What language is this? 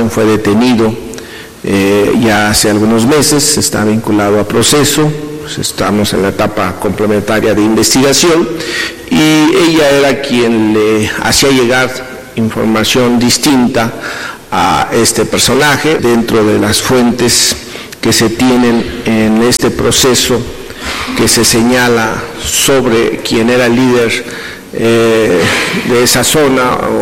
Spanish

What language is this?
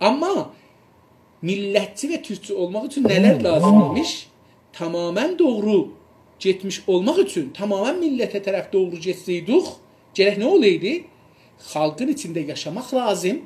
South Azerbaijani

